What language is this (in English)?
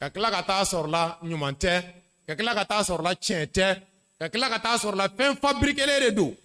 Bambara